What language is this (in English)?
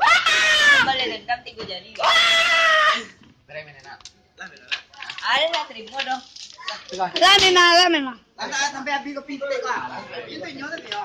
Minangkabau